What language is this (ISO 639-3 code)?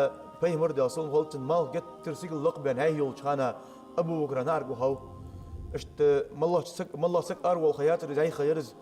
inh